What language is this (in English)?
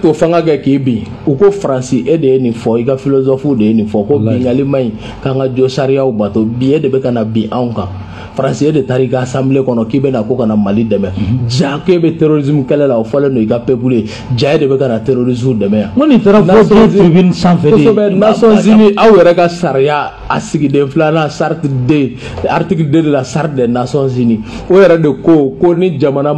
Bambara